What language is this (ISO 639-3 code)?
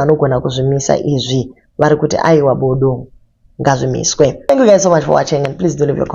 sna